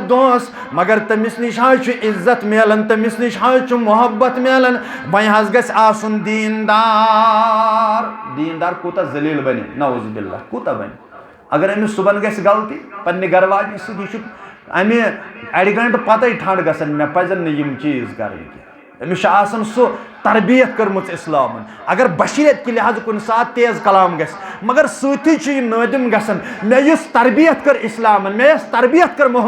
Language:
Kashmiri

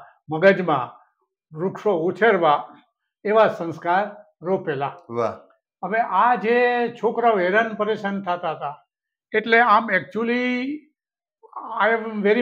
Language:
Gujarati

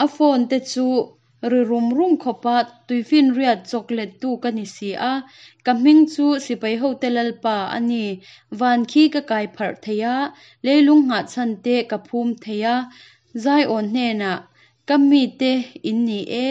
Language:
Hakha Chin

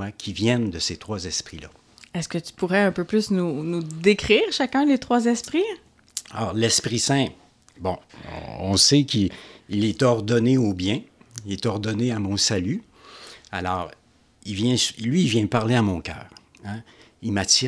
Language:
French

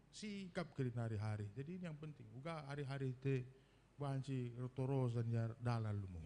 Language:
Batak Karo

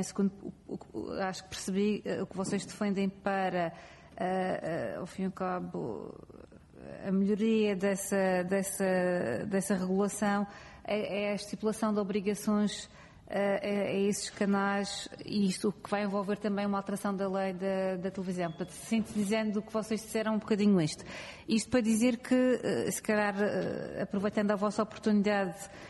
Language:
Portuguese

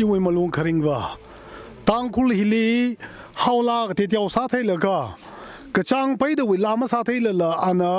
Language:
Tangkhul Naga (India)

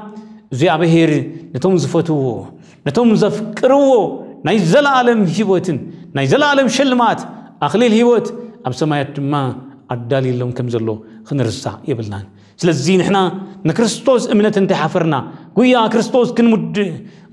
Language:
Tigrinya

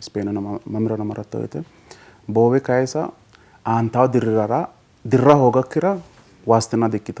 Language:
Sidamo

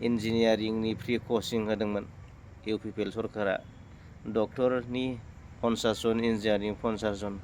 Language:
Bodo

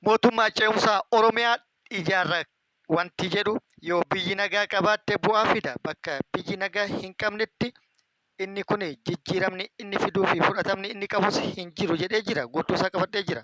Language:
Oromo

